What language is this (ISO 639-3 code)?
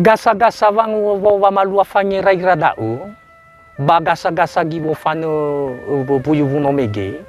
nia